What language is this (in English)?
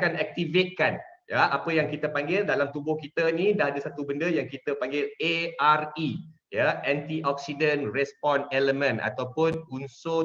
Malay